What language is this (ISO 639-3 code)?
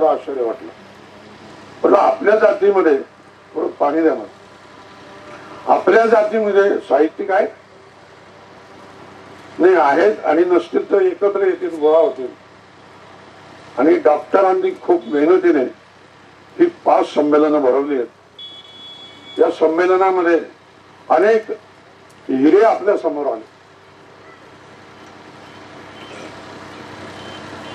mar